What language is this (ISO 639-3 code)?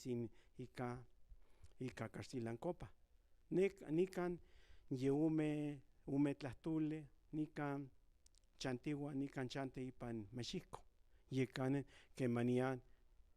nhn